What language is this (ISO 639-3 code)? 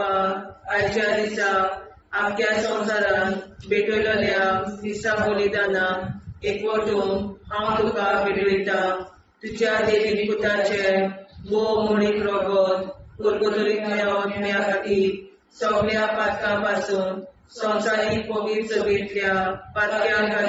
kok